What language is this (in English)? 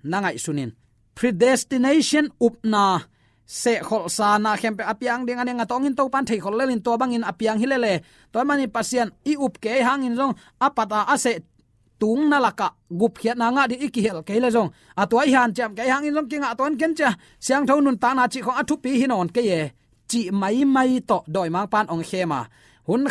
Tedim Chin